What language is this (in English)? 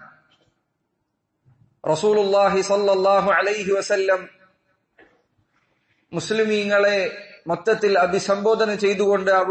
Malayalam